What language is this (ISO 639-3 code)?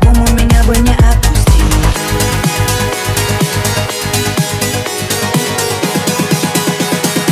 rus